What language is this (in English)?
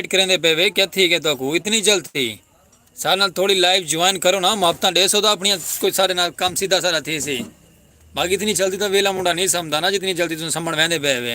Saraiki